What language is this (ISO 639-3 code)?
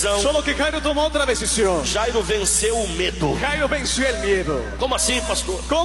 por